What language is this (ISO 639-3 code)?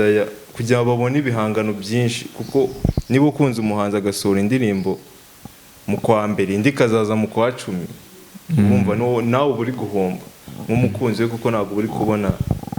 kin